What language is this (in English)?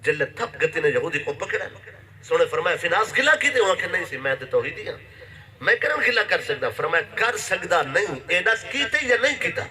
Saraiki